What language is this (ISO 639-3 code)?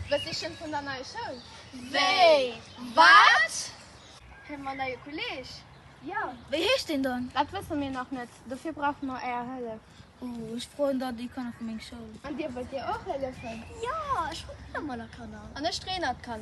ltz